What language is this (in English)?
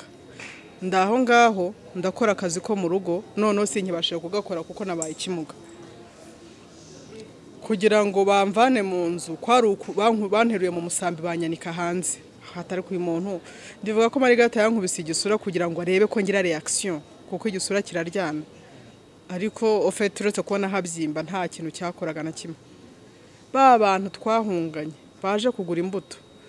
Kinyarwanda